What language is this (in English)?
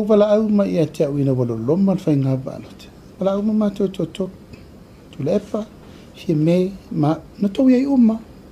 Samoan